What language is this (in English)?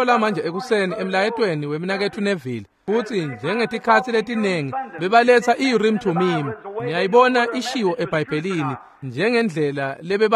Swati